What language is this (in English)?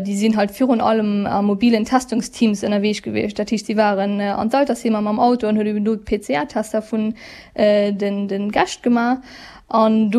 Luxembourgish